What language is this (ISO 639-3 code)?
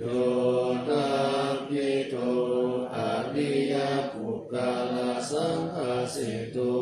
pli